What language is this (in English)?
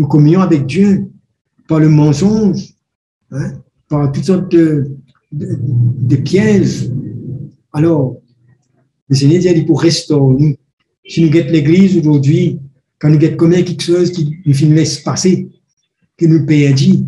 Morisyen